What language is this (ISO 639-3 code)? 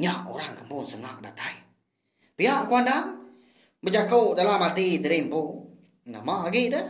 iba